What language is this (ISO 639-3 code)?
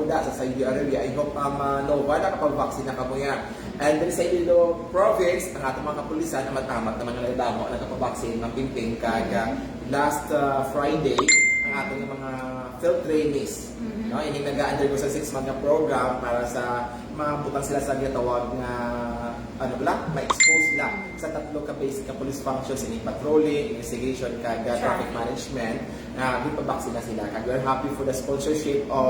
hil